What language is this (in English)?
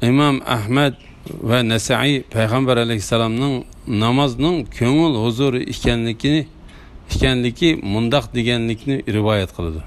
Uyghur